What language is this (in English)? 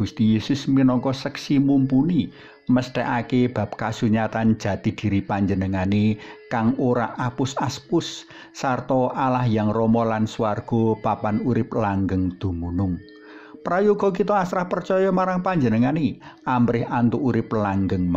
Javanese